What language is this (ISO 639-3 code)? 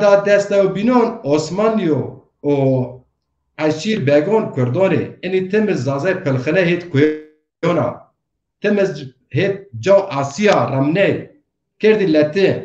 zza